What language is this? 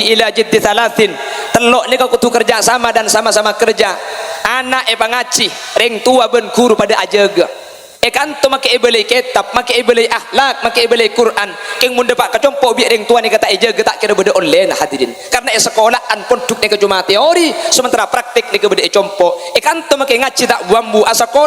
Madurese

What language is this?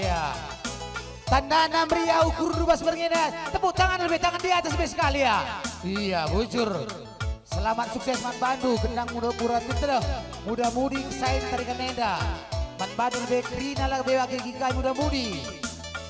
Batak Karo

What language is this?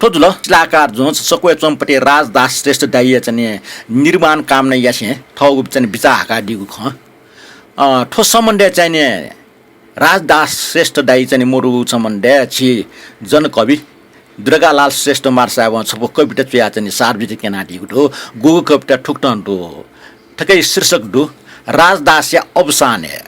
Newari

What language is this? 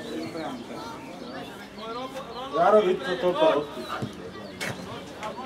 Slovak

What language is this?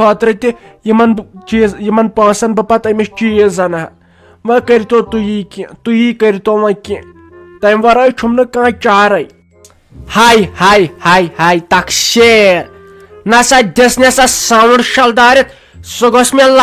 Kashmiri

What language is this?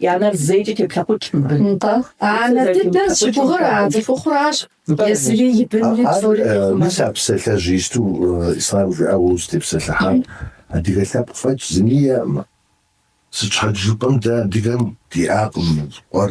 Kabardian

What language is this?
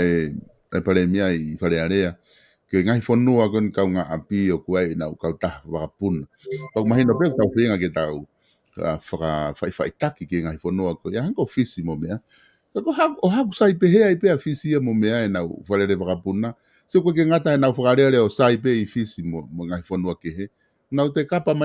Tongan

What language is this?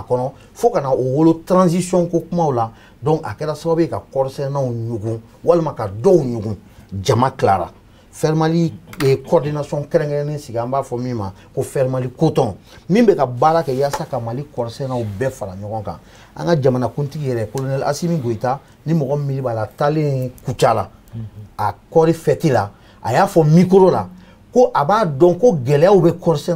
Bambara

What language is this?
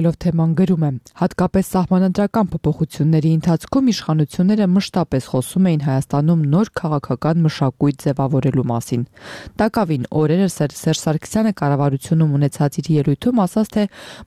Armenian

